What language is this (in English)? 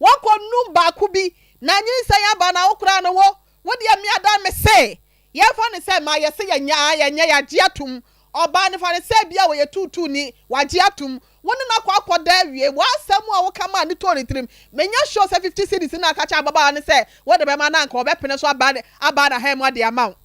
Akan